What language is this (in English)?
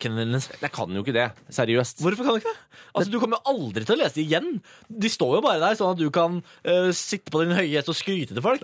Norwegian